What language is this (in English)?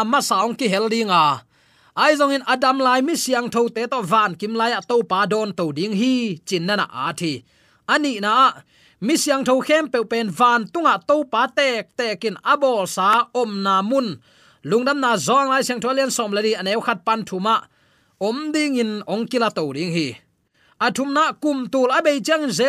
Tedim Chin